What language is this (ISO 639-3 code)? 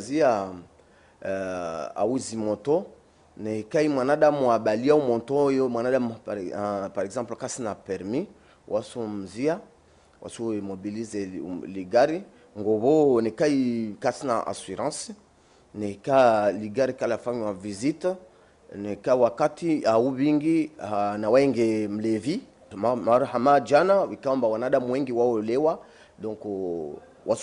zdj